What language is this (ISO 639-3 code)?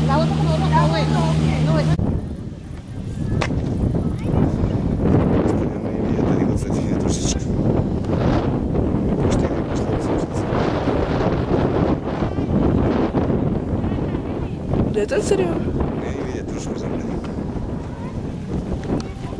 ces